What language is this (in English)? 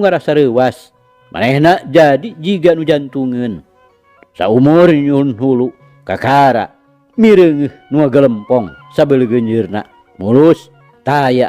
Sundanese